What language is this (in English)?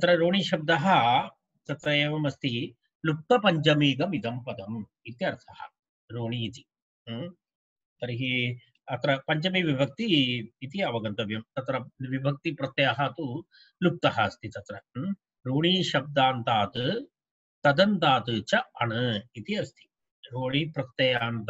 Sanskrit